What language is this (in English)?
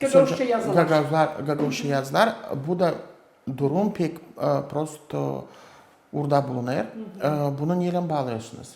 Gagauz